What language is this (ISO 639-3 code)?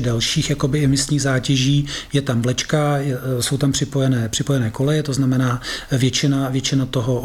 ces